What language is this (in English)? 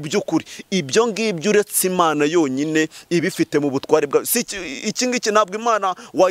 Kinyarwanda